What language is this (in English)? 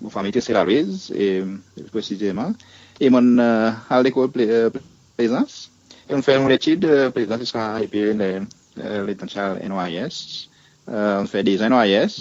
Seselwa Creole French